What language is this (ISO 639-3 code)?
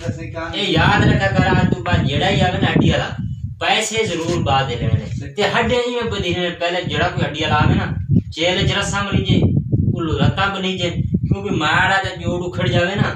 skr